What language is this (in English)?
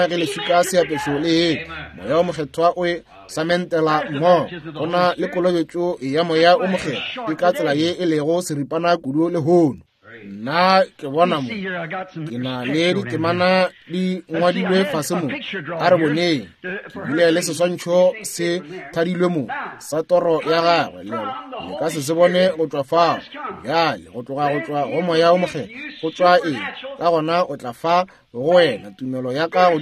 Northern Sotho